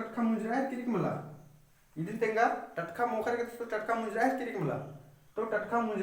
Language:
Kurukh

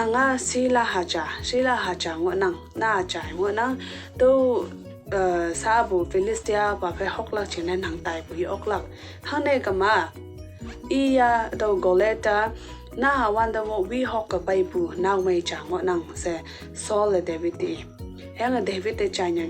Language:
Konyak Naga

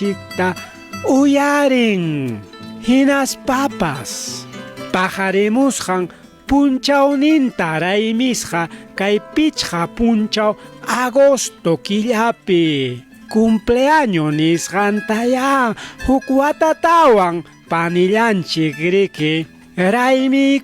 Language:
Ayacucho Quechua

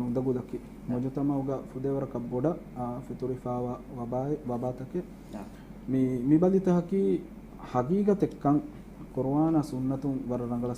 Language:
Divehi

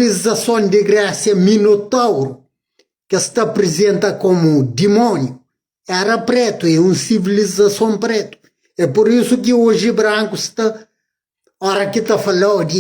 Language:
Kabuverdianu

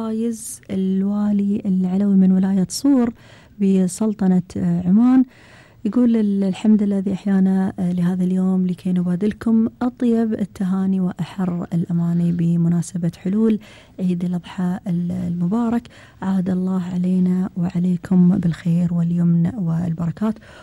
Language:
Gulf Arabic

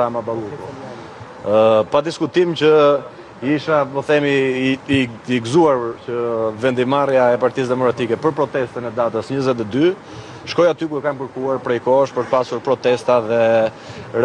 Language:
Albanian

